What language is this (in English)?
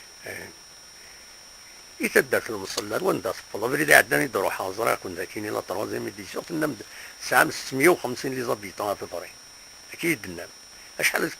Kabyle